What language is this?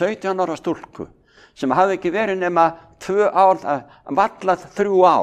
Icelandic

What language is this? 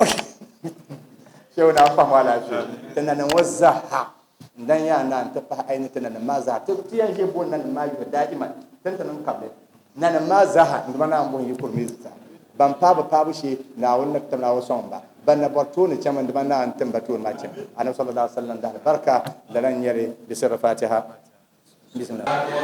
Dagbani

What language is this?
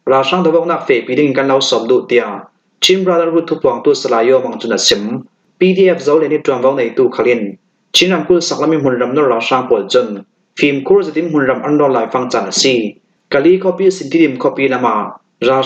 Falam Chin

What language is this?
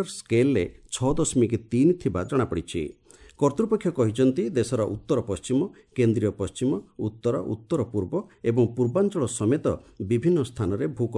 Odia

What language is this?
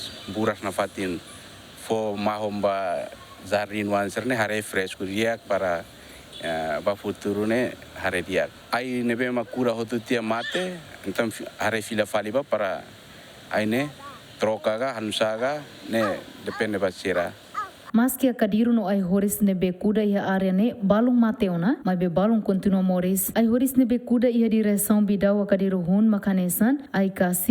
Tetum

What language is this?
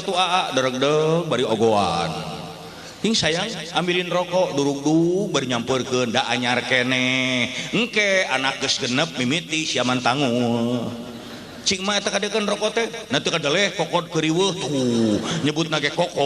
Sundanese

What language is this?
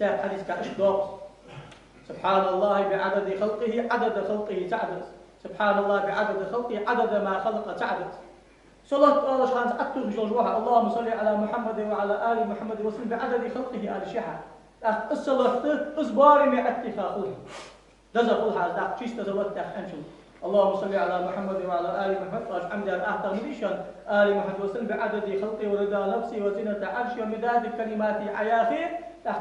Ingush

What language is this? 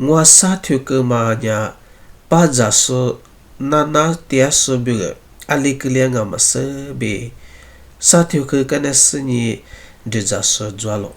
Lisu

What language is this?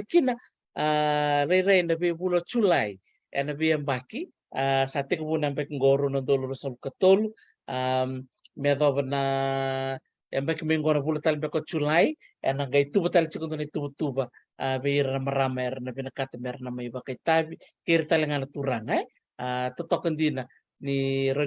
Fijian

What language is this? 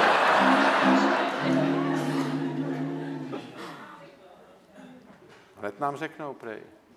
Czech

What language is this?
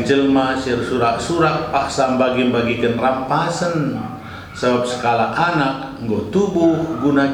Batak Karo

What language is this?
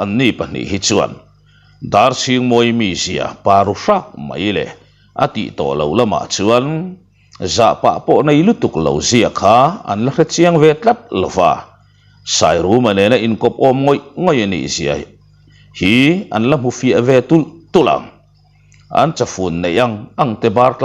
Mizo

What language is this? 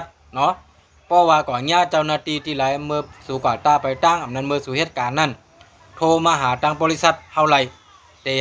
Shan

